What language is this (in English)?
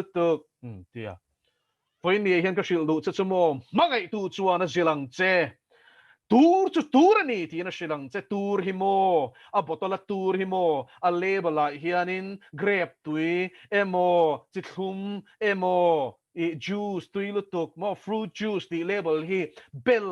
Mizo